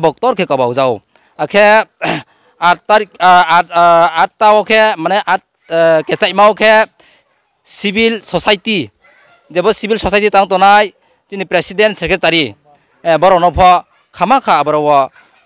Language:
Riang (India)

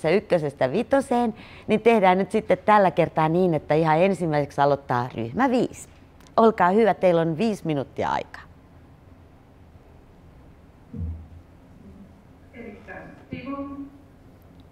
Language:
Finnish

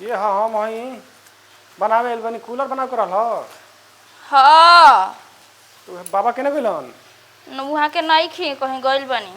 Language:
Bhojpuri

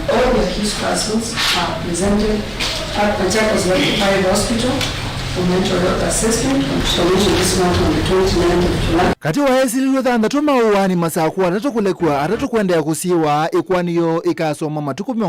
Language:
Kamba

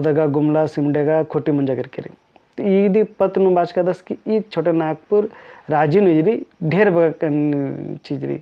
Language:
Kurukh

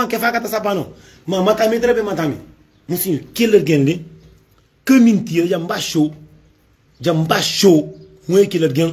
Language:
Kabuverdianu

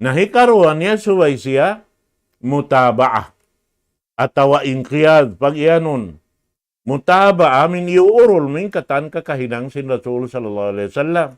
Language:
Tausug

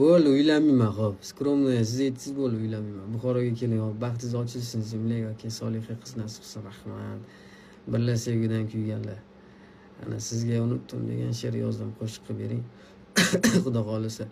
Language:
Uzbek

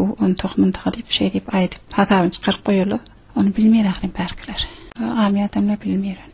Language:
Turkmen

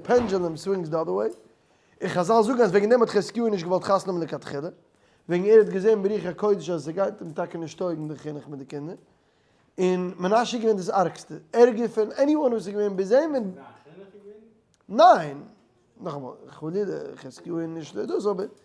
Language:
Yiddish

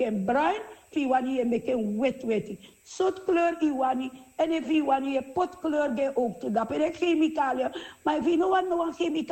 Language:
Sranan Tongo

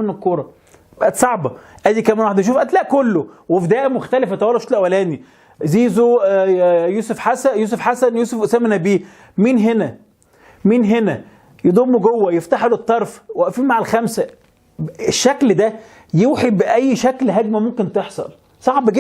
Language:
Egyptian Arabic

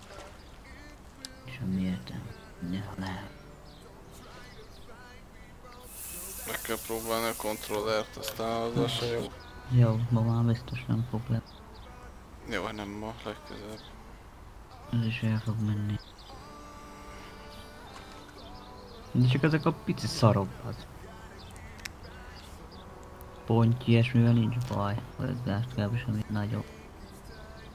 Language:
Hungarian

